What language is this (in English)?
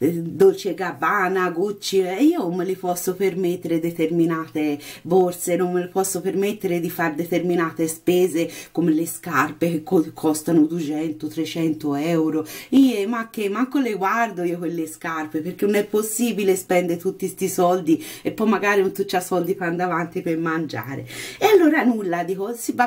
Italian